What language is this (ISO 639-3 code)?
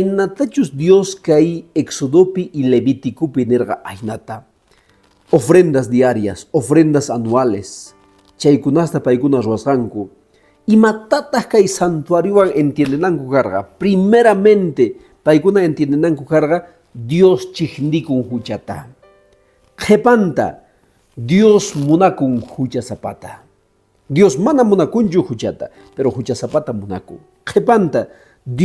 que